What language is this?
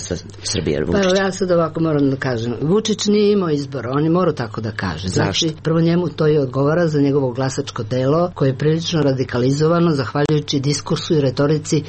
Serbian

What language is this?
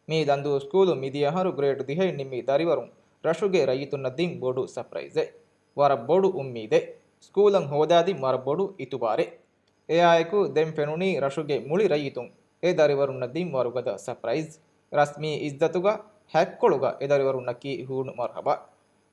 Divehi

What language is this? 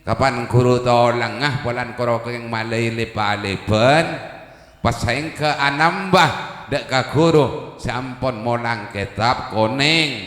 Madurese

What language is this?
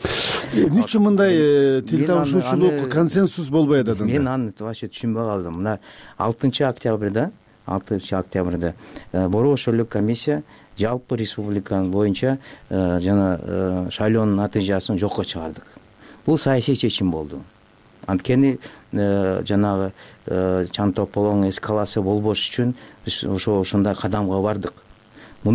Kyrgyz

